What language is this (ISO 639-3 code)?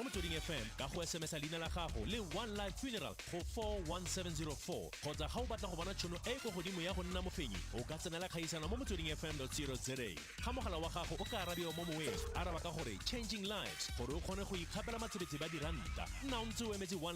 tsn